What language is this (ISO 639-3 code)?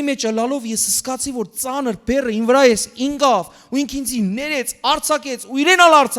hyw